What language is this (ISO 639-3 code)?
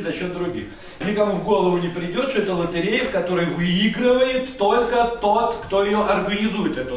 rus